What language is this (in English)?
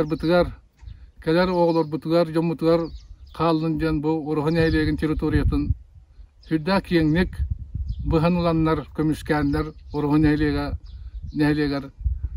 Yakut